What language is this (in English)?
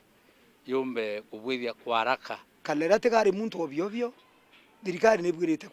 Meru